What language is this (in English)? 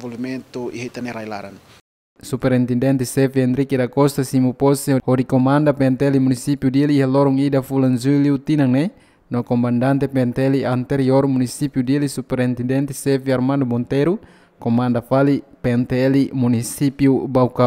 Tetum